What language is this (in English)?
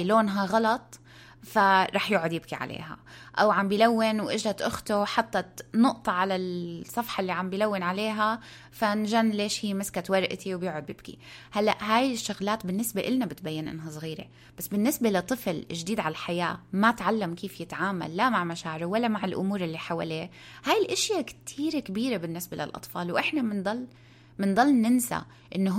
North Levantine Arabic